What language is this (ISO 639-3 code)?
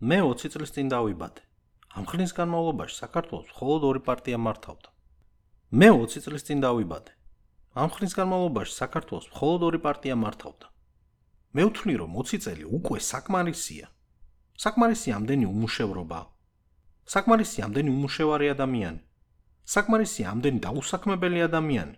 kat